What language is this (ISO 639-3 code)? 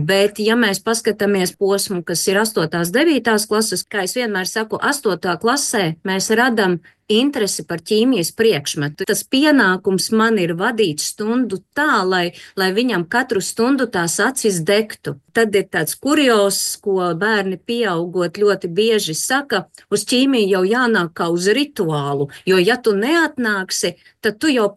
lav